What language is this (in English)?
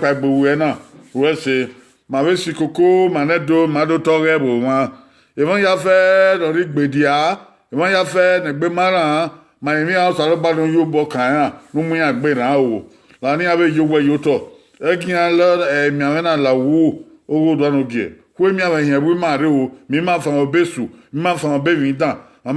Bini